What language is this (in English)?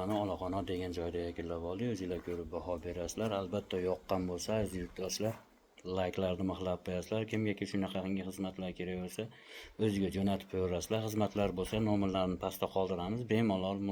Uzbek